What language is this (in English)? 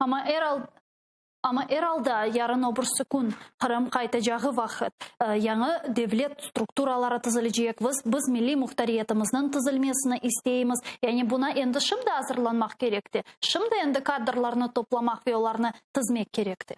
Crimean Tatar